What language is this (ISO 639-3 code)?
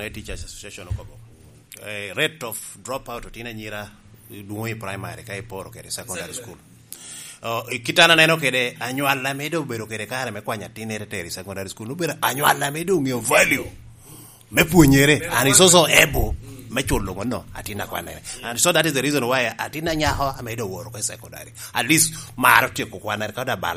laj